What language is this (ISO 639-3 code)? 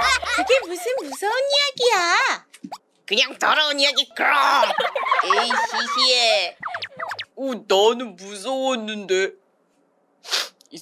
kor